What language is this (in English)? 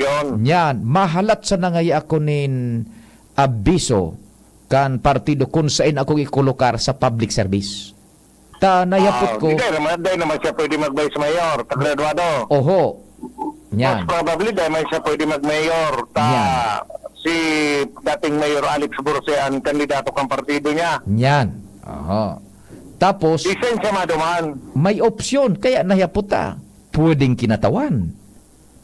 Bikol